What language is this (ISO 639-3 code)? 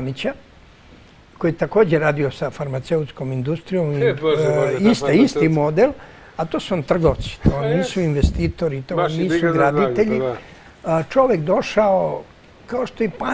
srp